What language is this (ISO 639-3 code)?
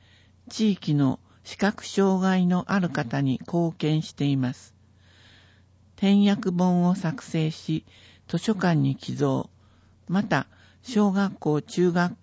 jpn